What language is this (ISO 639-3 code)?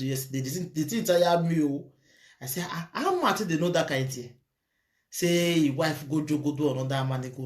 pcm